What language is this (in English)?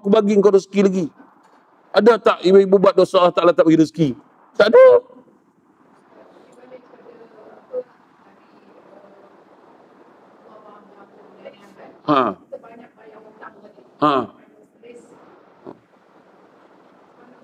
Malay